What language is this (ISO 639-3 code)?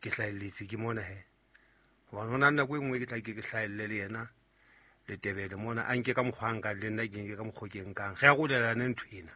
sot